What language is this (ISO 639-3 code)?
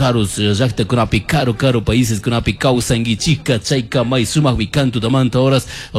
qug